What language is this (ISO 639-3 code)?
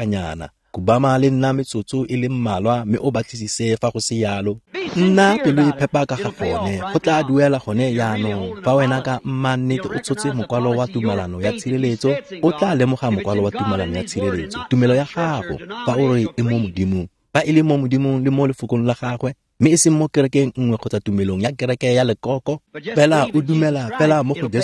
tsn